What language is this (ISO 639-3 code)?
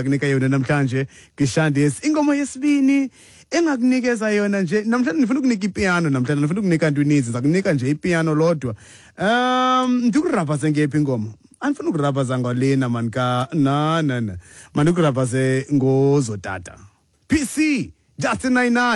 xho